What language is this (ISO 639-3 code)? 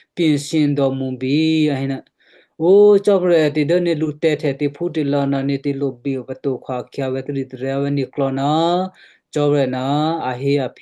kyu